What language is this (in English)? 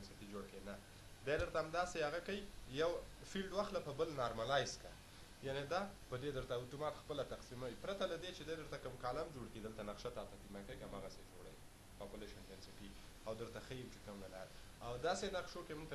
Pashto